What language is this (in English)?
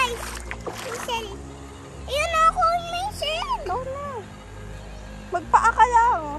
Filipino